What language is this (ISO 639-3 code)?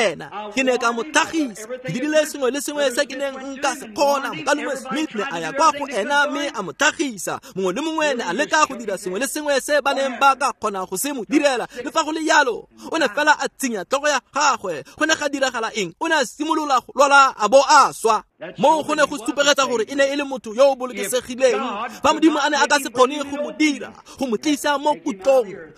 tsn